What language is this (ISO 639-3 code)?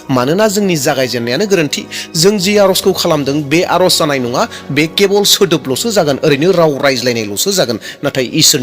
brx